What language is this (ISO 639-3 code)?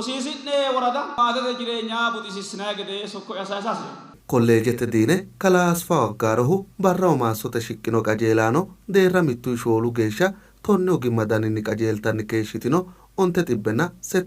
sid